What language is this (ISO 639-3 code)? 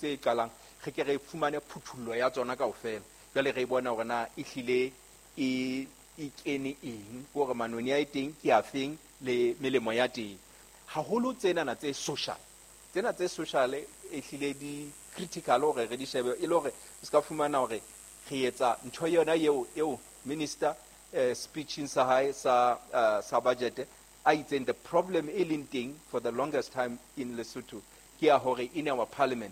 sot